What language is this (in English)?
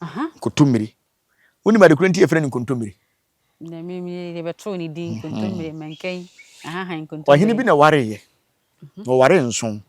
Akan